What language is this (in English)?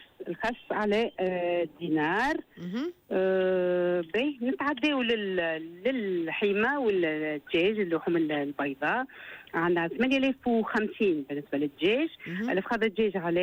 Tunisian Arabic